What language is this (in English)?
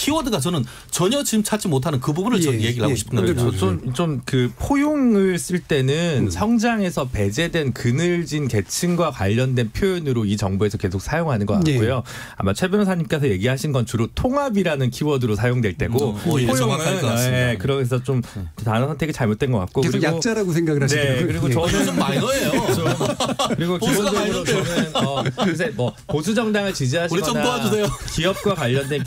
Korean